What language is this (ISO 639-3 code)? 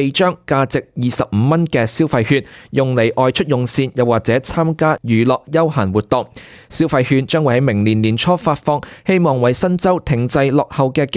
yue